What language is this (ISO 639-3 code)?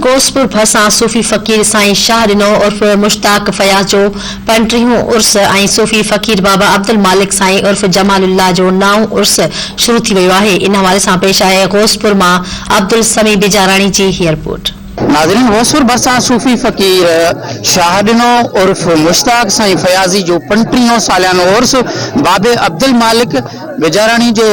snd